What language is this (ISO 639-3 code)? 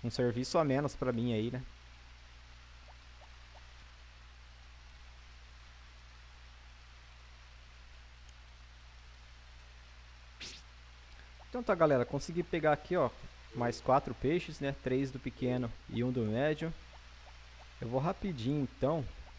por